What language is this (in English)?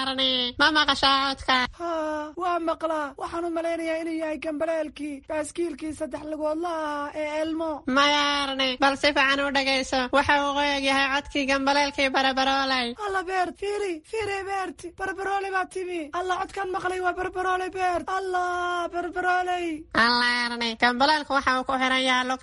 Somali